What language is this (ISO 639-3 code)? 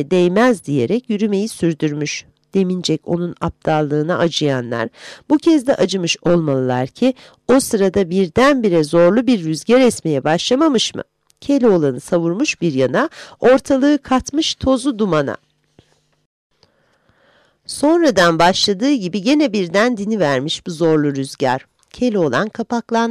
tur